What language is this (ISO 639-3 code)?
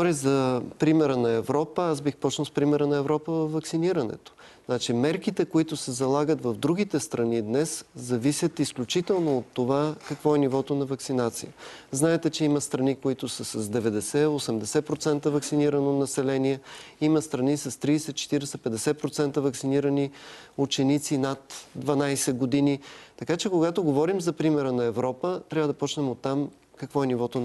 bul